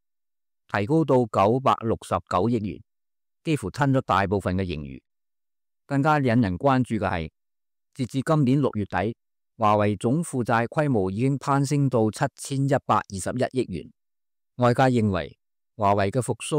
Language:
Cantonese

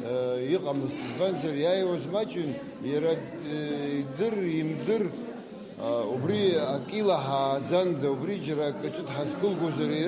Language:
Abkhazian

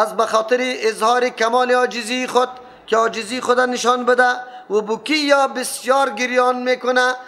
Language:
Persian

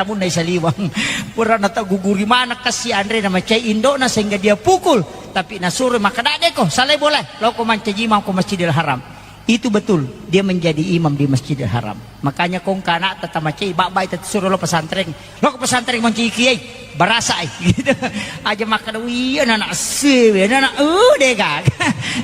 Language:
Buginese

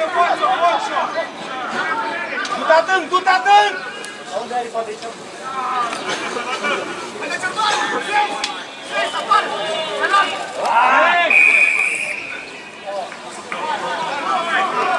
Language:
Romanian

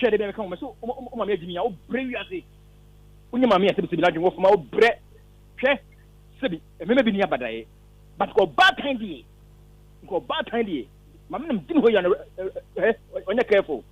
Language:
Akan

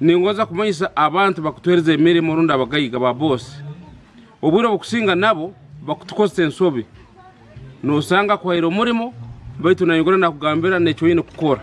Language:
Nyankole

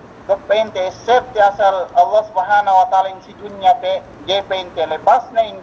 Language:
Yakan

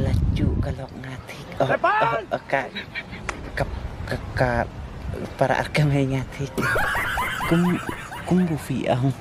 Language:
Khasi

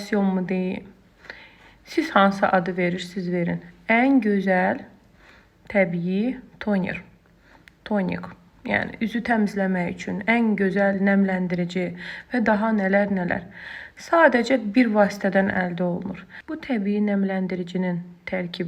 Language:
Azerbaijani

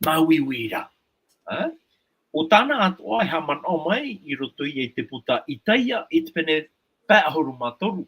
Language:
Tahitian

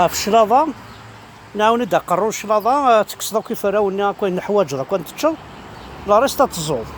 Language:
Kabyle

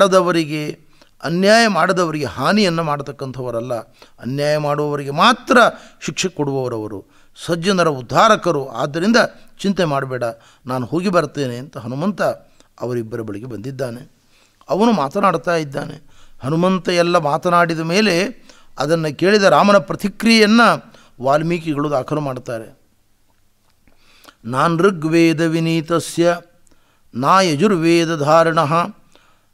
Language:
Kannada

